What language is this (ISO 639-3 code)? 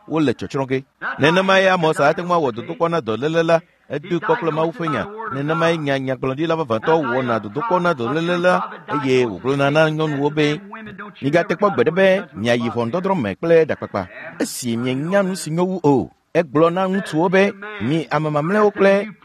ewe